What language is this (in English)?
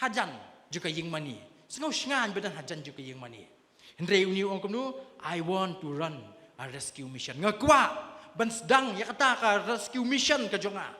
Khasi